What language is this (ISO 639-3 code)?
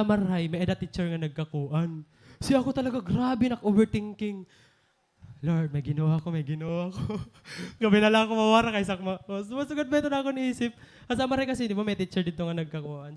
war